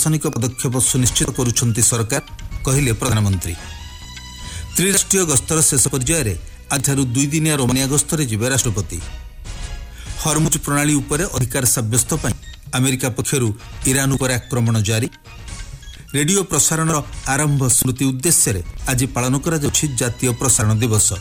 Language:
Odia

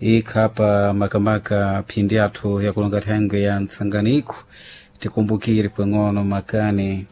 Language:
Sena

